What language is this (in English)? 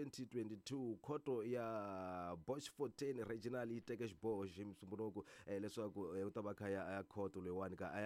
Tsonga